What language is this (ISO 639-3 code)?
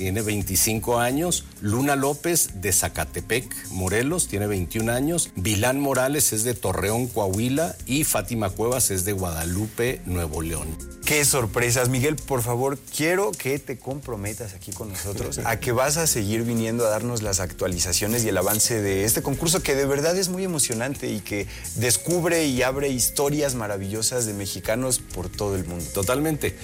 spa